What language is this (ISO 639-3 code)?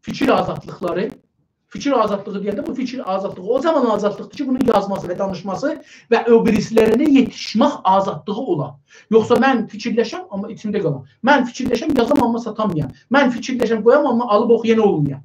azb